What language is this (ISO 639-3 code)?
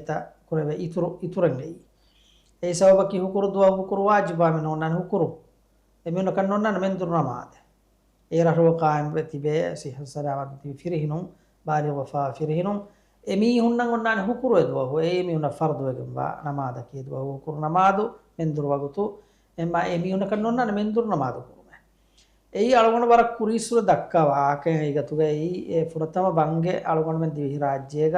div